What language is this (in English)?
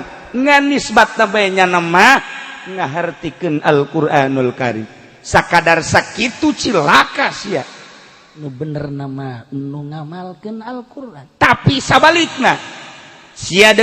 Sundanese